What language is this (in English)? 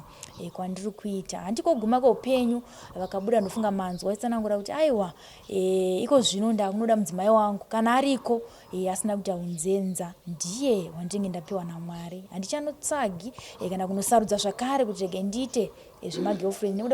Shona